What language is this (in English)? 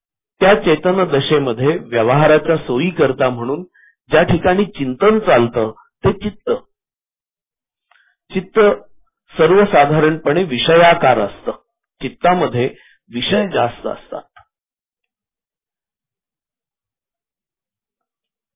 Marathi